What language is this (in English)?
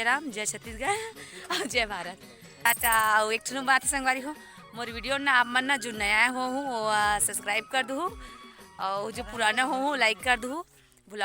Chhattisgarhi